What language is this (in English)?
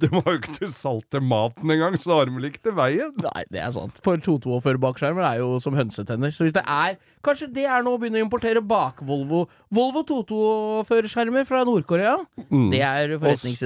Norwegian